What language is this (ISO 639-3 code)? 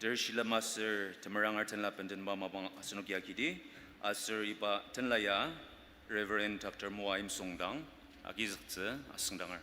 njo